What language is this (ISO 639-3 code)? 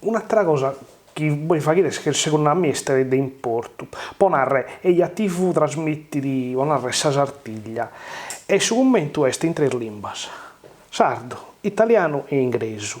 srd